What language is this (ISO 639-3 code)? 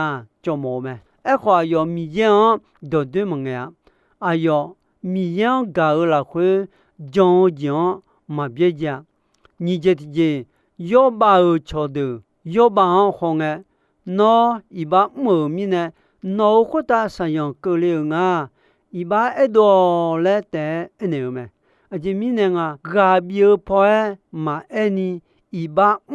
ahk